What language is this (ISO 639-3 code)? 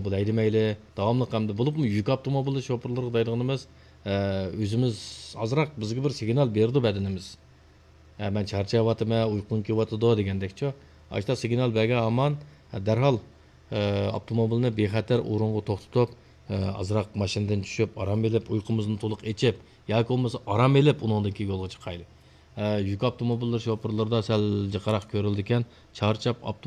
uig